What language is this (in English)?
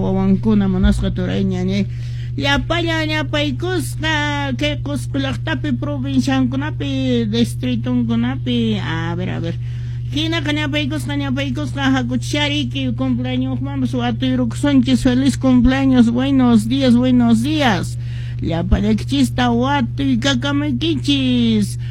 Quechua